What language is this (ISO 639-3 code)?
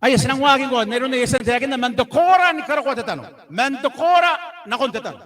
gil